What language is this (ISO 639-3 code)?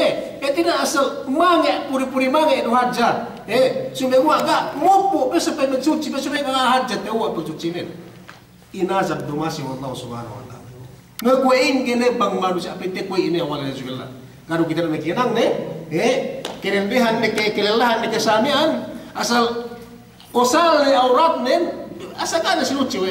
yka